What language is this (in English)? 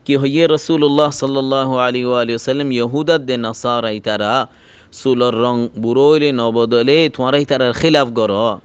Rohingya